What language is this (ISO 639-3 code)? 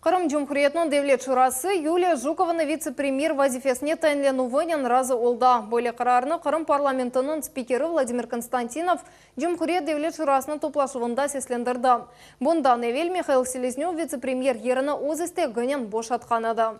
crh